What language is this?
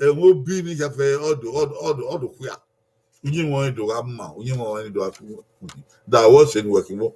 Bini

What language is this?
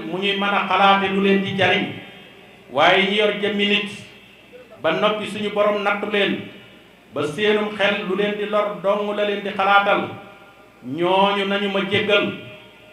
Wolof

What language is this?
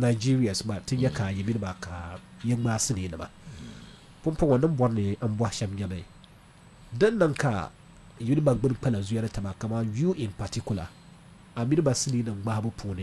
Dagbani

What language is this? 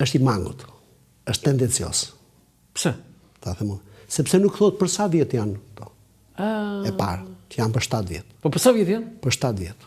Albanian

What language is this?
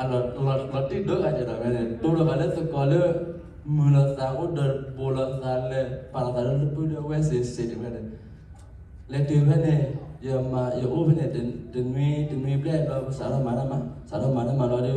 S'gaw Karen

